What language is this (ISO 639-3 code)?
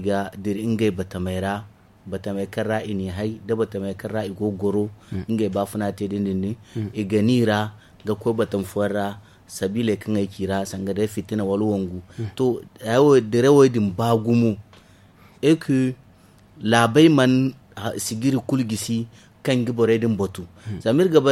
dje